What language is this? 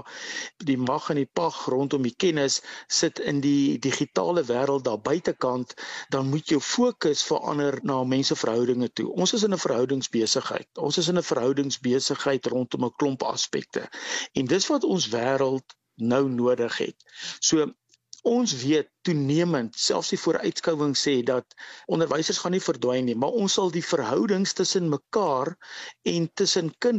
Afrikaans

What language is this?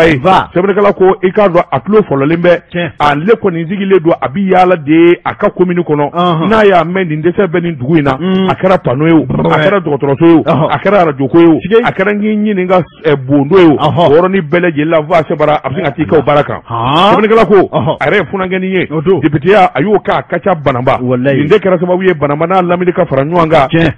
Bambara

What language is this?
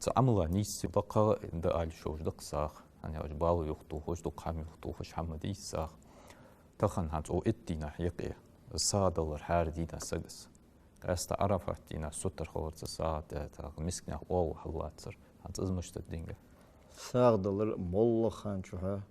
Ingush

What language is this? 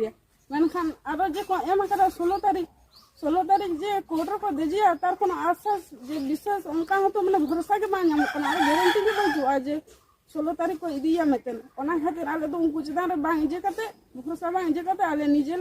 Santali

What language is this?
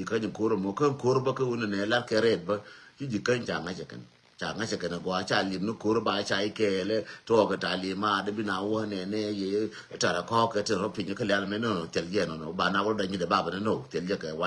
Nuer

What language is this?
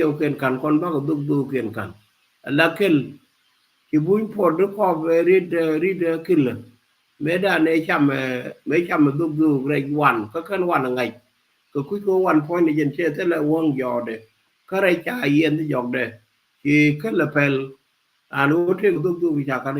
Nuer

